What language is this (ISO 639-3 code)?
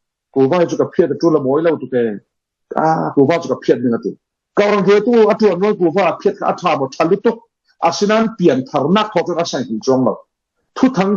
cfm